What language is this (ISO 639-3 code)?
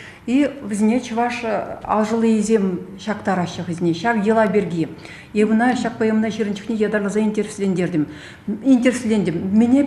chv